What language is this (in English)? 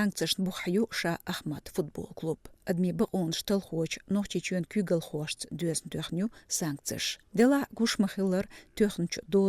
Chechen